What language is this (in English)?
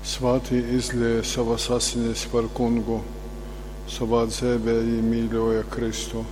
Latgalian